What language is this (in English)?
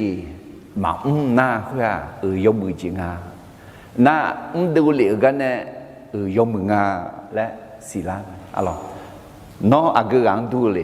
Akha